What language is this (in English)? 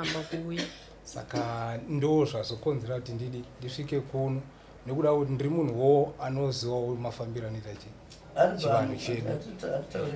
Shona